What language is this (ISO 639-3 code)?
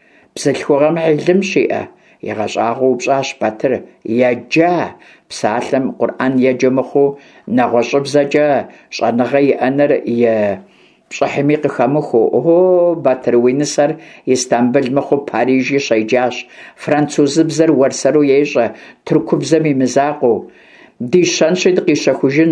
kbd